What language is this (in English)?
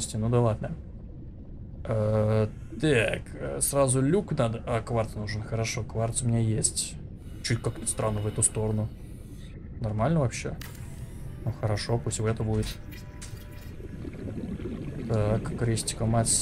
Russian